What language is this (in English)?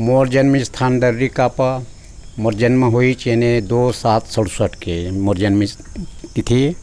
Chhattisgarhi